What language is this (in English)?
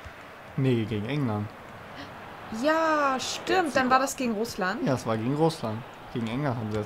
German